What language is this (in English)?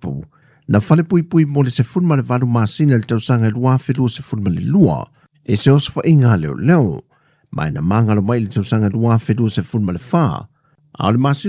Samoan